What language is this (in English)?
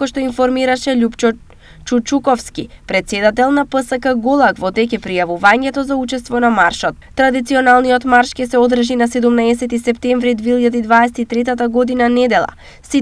Macedonian